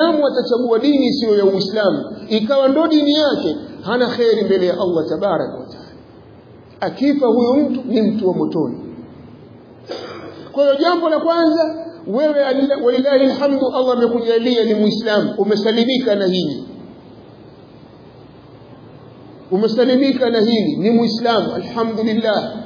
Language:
Swahili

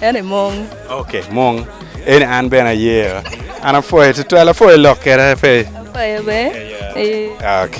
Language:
Acoli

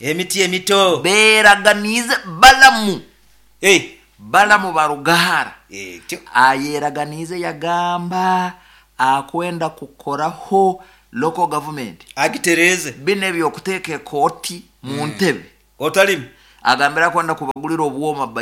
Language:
Nyoro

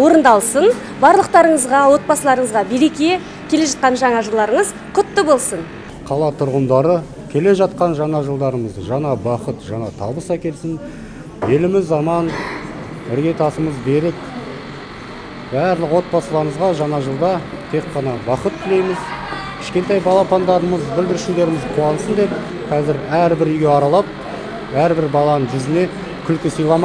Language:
Kazakh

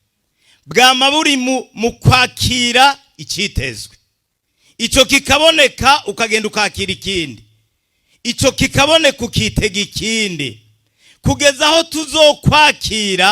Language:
Rundi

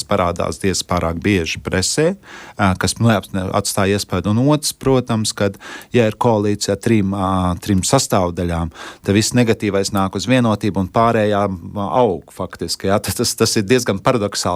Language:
Latvian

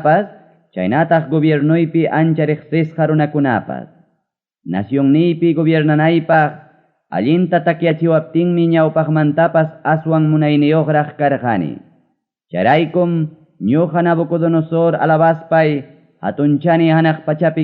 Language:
Ayacucho Quechua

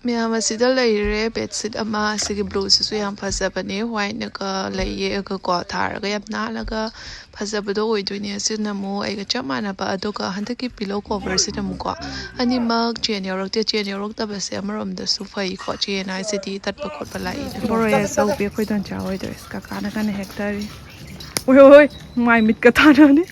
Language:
Manipuri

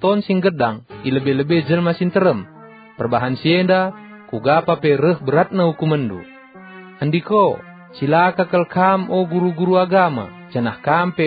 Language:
Batak Karo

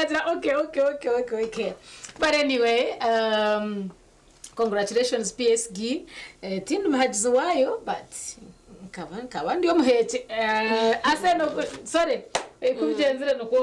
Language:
Nyankole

